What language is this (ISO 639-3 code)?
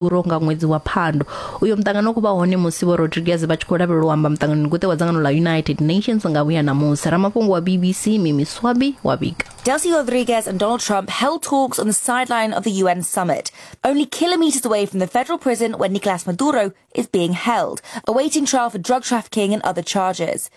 ven